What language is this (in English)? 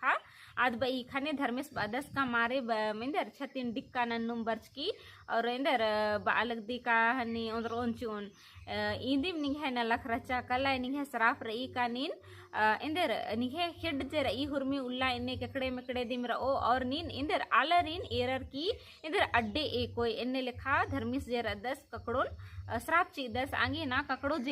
Kurukh